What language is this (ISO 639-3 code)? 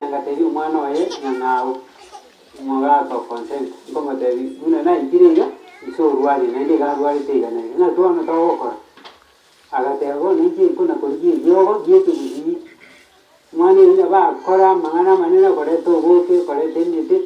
guz